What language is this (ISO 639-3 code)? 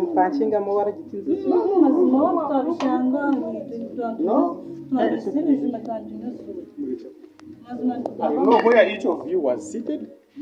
nyn